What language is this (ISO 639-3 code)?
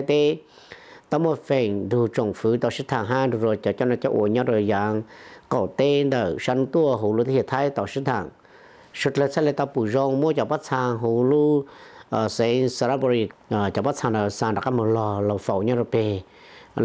hmn